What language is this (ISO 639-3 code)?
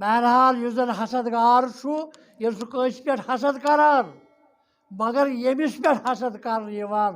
kas